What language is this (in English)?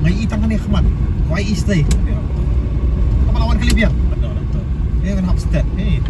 Khasi